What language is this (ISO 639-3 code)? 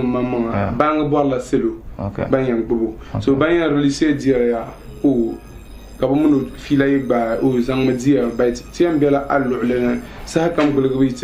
dag